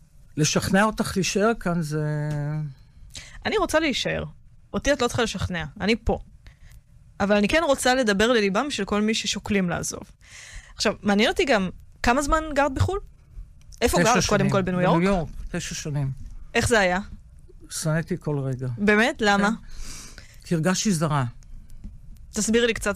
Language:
Hebrew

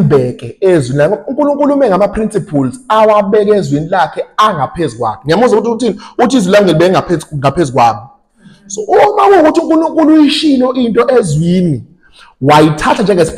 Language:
Zulu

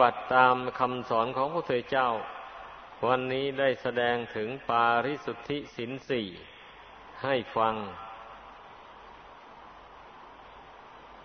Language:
Thai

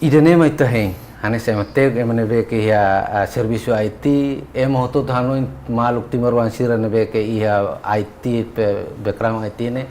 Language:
Tetum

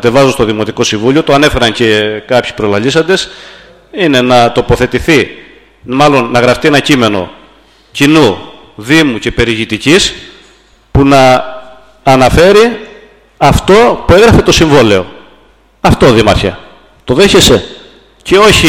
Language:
Greek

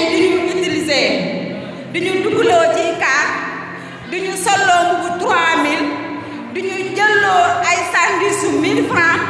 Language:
Wolof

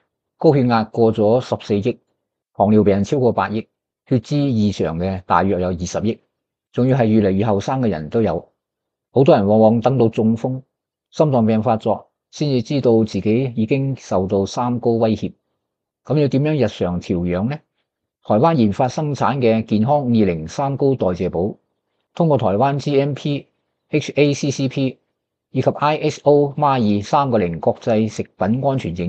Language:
Cantonese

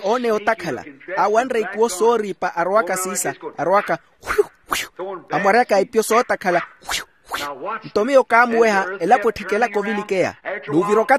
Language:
Makhuwa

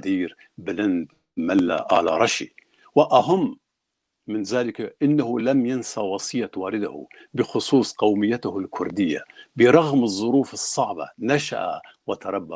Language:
Kurdish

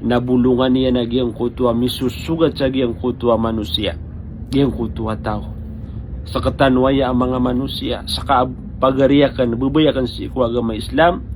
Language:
Maranao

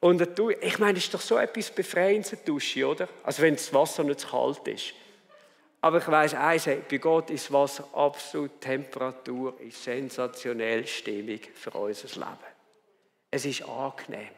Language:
Swiss German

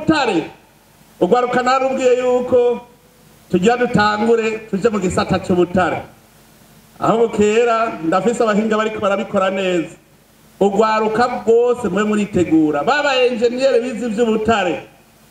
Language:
Rundi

